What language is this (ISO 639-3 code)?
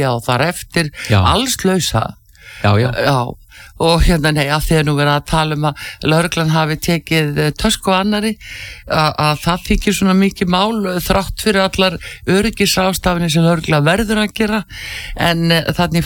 isl